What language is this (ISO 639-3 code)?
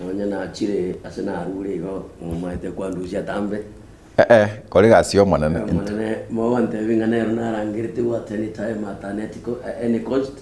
guz